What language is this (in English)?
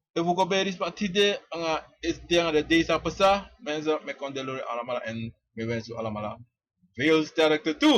Sranan Tongo